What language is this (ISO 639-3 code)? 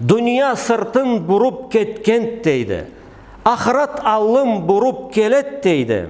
krc